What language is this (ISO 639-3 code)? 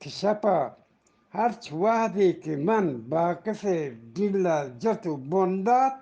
bgp